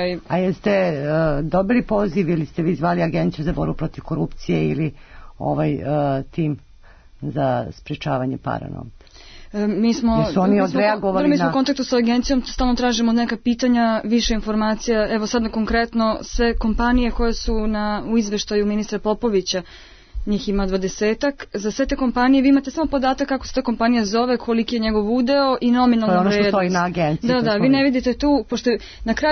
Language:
Serbian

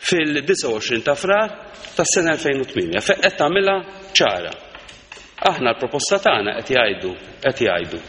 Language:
Maltese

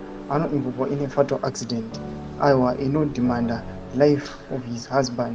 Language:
Shona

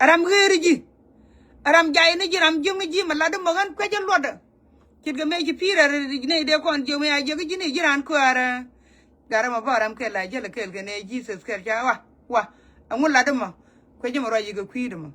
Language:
Nuer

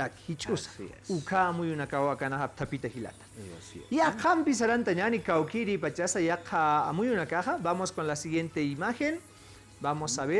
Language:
Aymara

